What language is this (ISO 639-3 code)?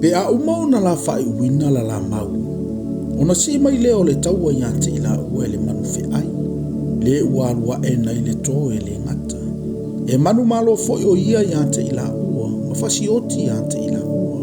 smo